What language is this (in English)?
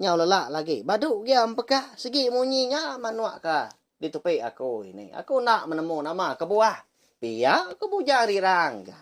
Iban